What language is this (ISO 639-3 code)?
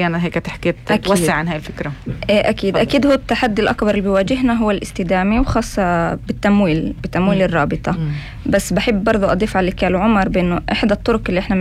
apc